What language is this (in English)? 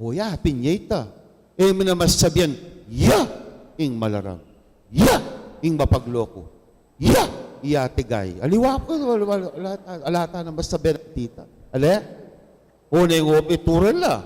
Pampanga